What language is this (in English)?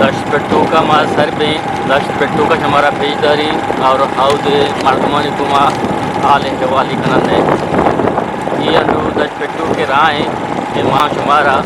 Eastern Balochi